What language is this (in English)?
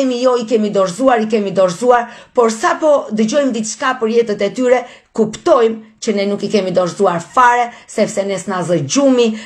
Albanian